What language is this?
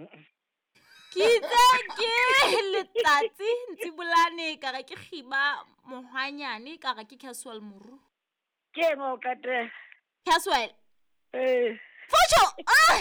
Southern Sotho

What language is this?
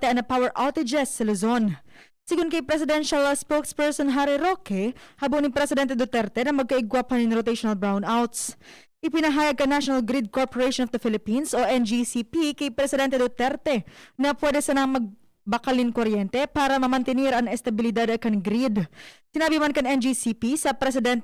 Bikol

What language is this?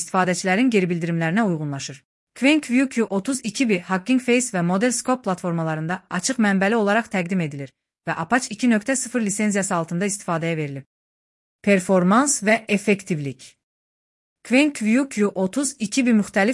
Azerbaijani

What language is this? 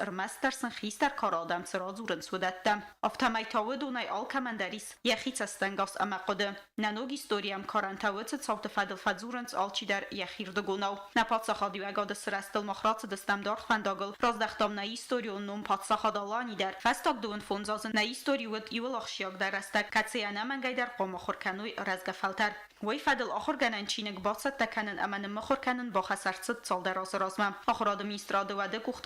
Ossetic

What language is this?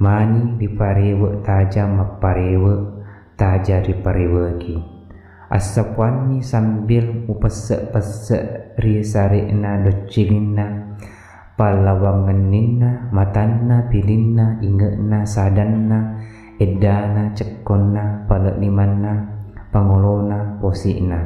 Buginese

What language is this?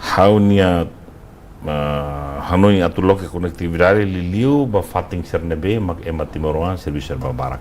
Tetum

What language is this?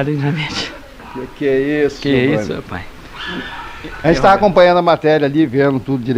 Portuguese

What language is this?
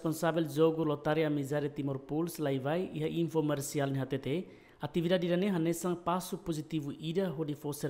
Tetum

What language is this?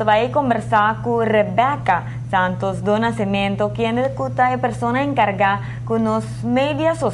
Papiamento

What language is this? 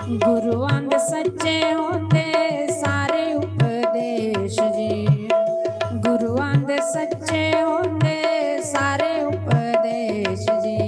Dogri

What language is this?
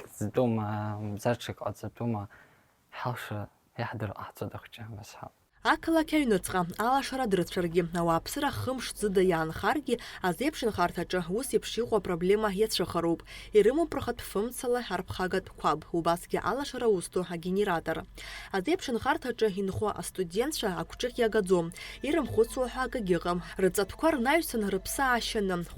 Abkhazian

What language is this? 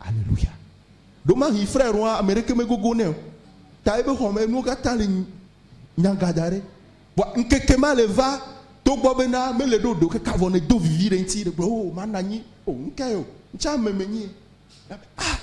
Ewe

